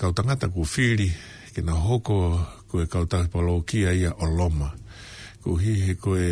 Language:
Tongan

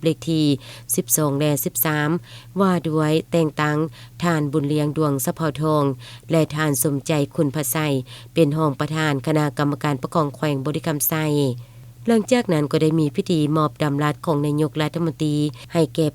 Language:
Lao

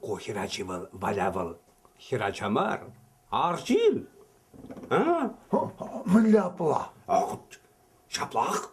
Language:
Chuvash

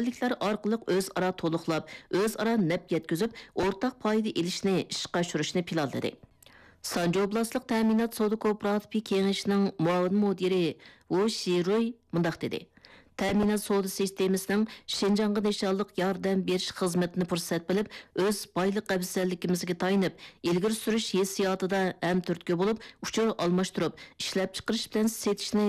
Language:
Uyghur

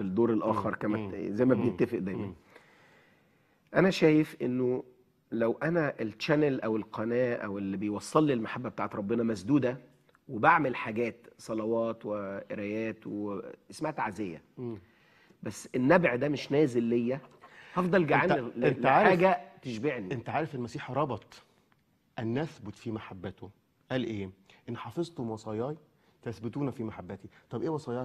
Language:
Egyptian Arabic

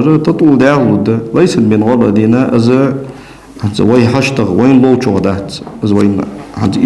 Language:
Ingush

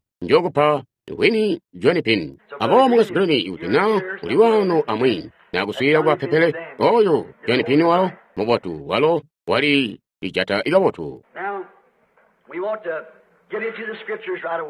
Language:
Tonga (Zambia)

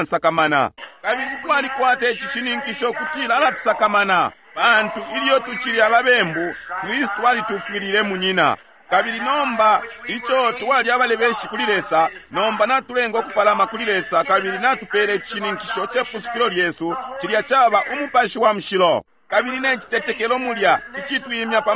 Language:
Bemba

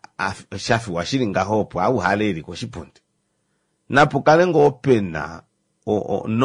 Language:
Kuanyama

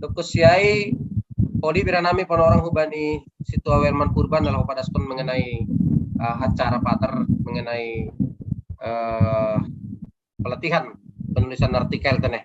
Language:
Batak Simalungun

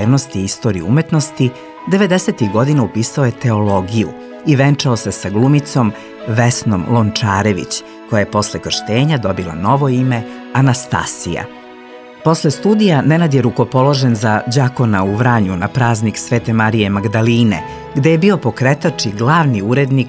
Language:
Serbian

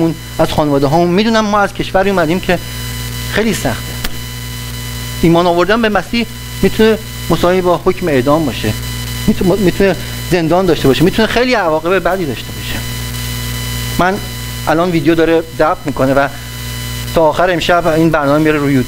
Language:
Persian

